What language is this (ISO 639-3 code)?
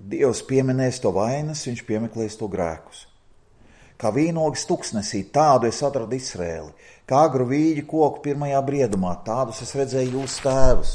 lav